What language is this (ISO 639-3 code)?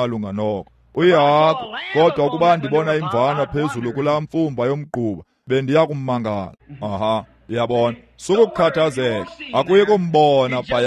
xho